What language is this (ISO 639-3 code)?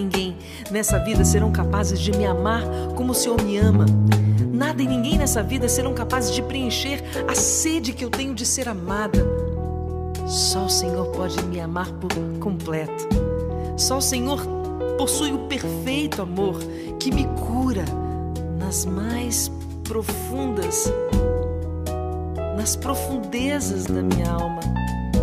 por